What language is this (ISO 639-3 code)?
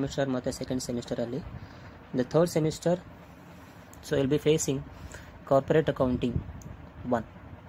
kan